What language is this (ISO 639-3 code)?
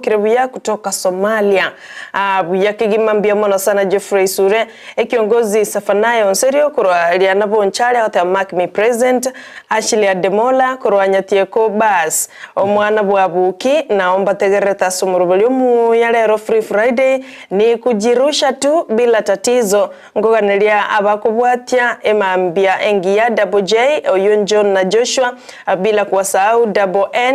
guz